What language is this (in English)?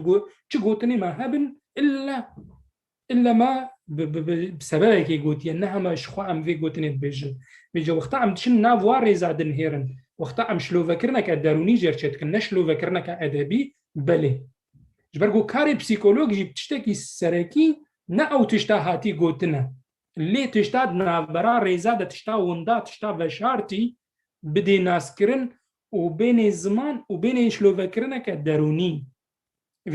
Kurdish